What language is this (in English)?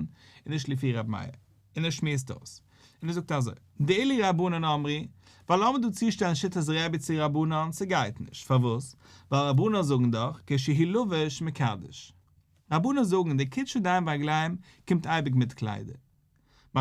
Yiddish